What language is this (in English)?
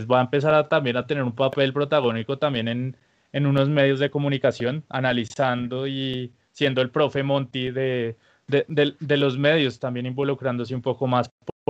Spanish